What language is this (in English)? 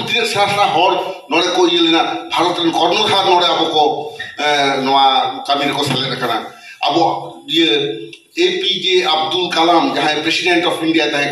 Santali